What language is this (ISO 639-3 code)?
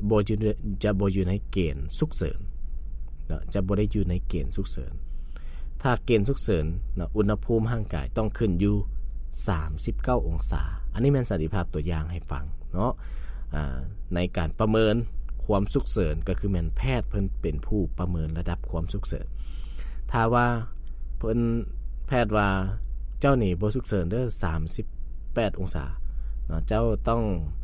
lao